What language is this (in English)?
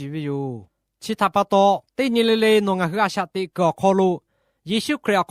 Lahu